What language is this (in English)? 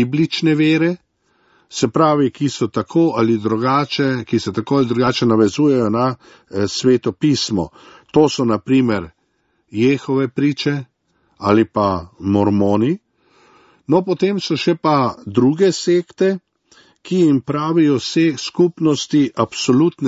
Slovenian